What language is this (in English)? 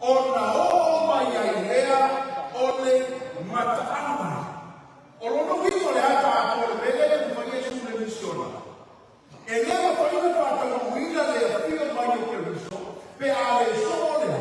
Samoan